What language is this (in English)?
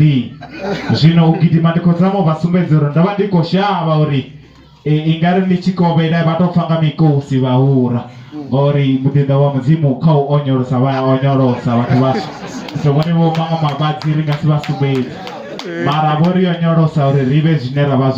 Venda